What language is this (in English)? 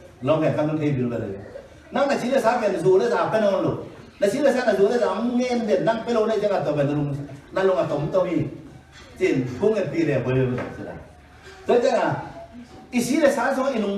Tedim Chin